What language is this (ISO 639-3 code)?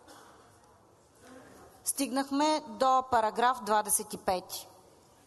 bul